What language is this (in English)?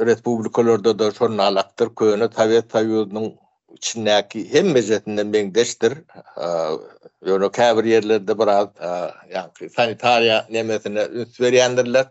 Turkmen